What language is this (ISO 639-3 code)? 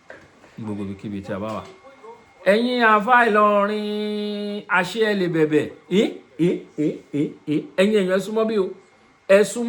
yor